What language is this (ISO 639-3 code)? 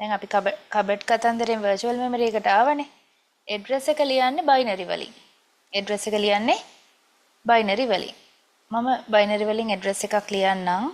sin